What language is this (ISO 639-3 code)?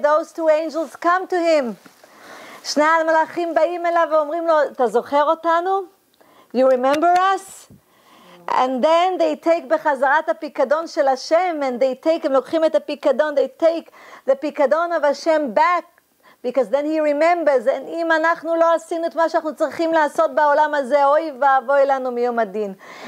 heb